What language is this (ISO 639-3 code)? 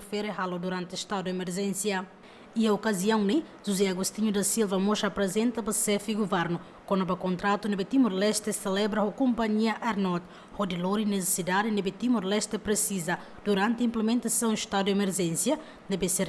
tet